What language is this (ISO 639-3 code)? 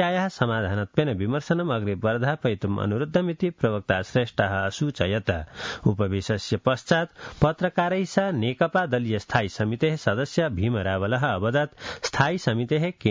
san